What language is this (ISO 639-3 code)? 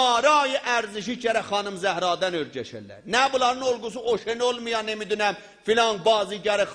azb